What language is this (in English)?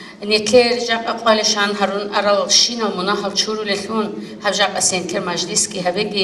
Avaric